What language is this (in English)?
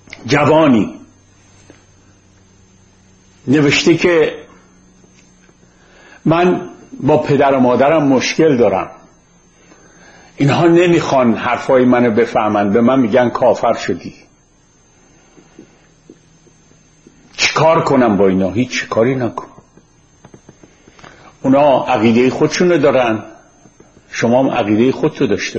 Persian